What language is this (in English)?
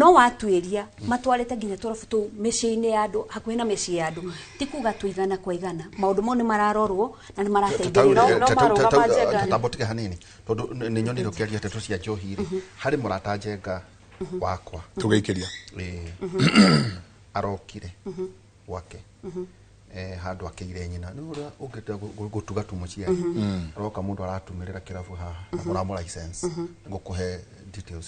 Kikuyu